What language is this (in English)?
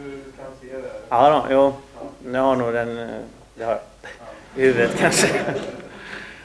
Swedish